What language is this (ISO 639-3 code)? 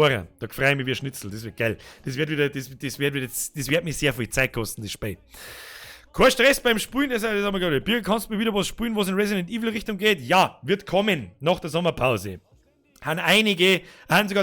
bar